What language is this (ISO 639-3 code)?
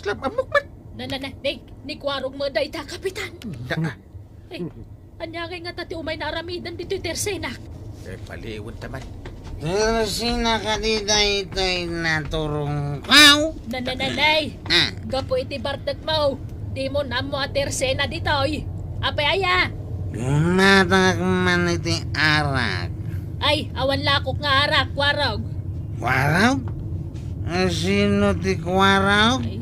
ilo